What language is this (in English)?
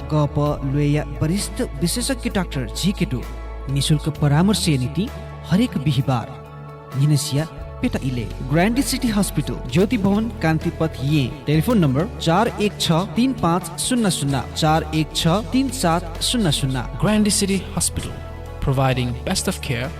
Newari